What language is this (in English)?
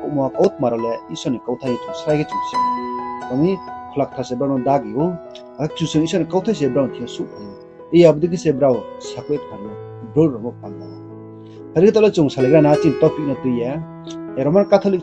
Riang (India)